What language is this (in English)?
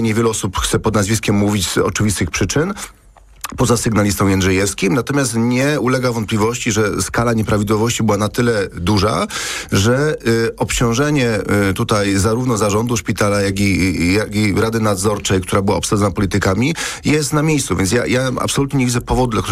Polish